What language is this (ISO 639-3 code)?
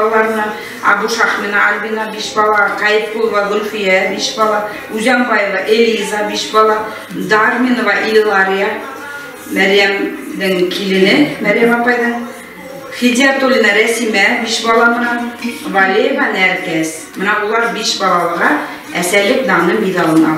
bak